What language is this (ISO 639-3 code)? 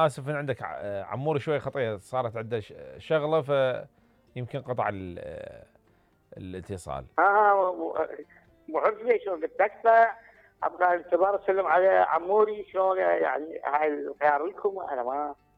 acm